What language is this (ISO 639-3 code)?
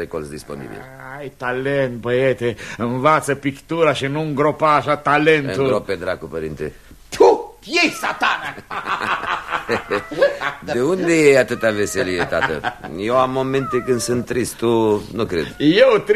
ron